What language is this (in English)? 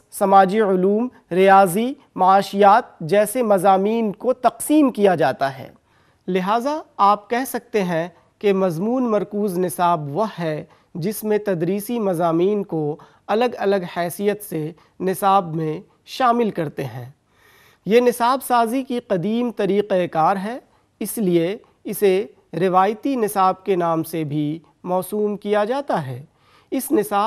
Urdu